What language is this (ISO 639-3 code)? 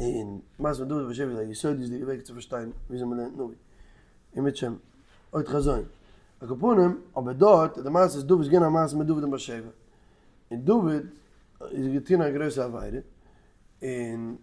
yid